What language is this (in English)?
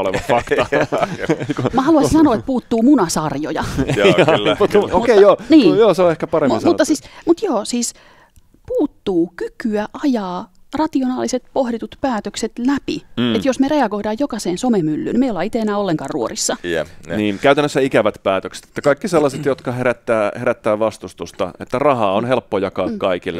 Finnish